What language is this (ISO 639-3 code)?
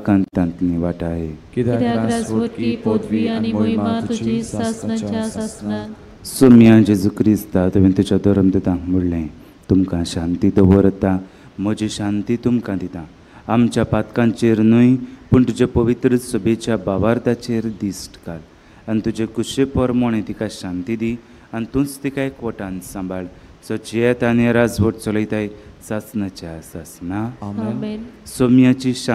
kok